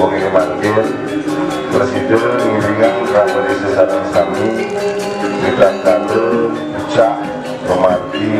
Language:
Balinese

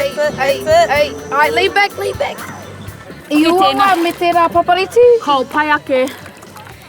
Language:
Māori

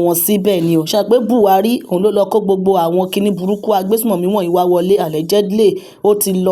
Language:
Yoruba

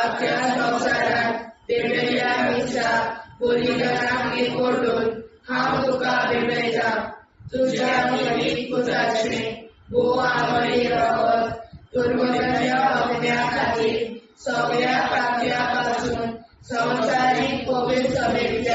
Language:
Konkani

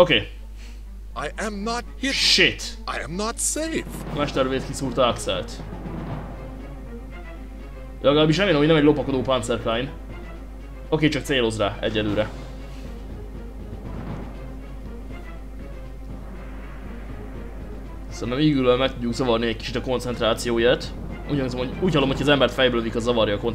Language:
Hungarian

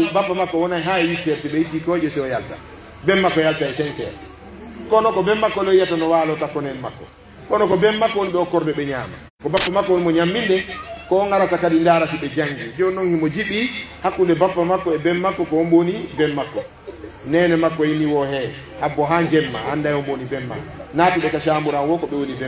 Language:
Pular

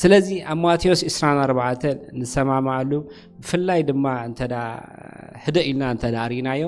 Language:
Tigrinya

